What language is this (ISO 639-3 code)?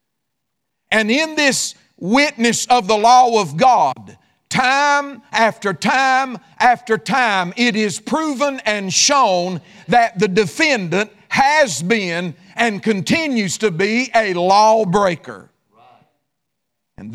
eng